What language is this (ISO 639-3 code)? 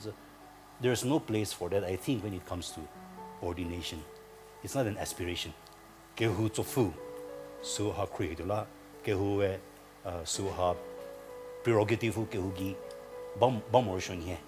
njm